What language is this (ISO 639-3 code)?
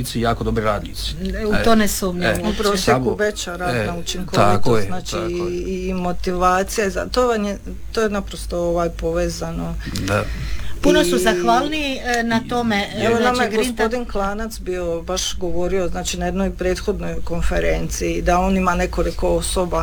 hrv